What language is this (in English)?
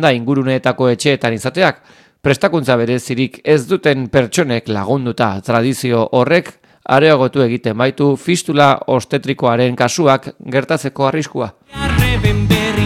Basque